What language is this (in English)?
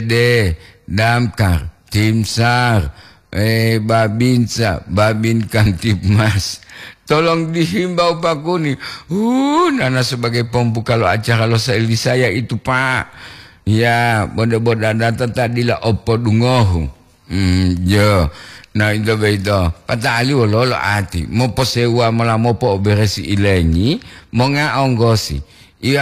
Gorontalo